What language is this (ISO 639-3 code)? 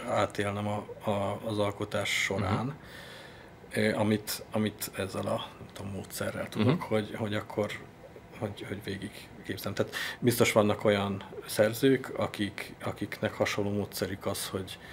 hun